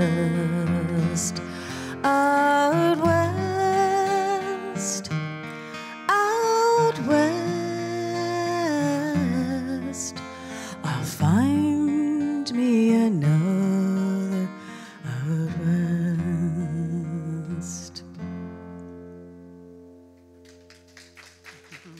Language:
English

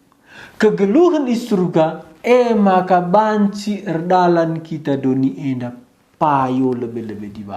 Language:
Batak Karo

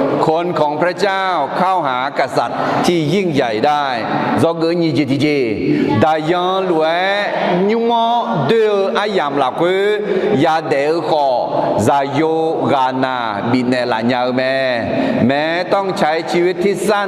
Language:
Akha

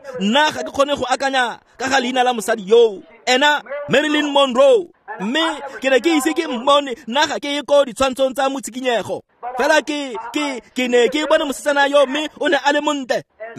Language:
Tswana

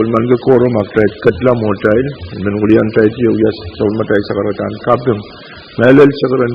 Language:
Pohnpeian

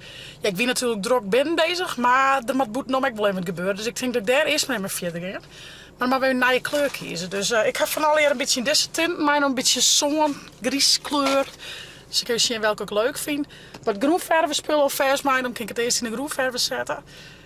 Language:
Western Frisian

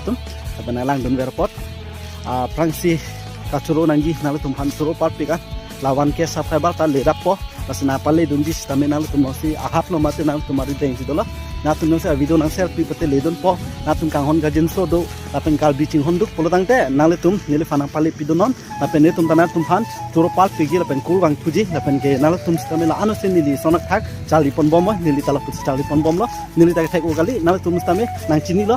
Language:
Karbi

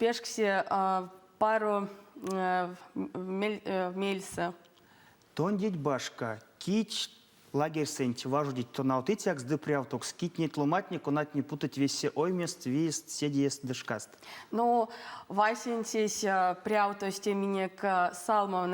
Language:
Erzya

